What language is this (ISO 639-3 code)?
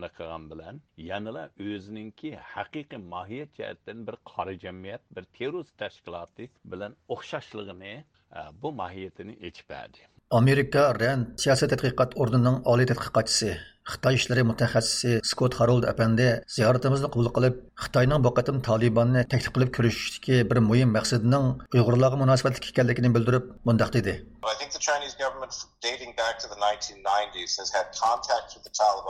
uig